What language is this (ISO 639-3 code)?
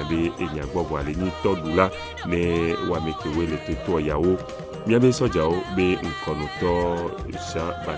ewe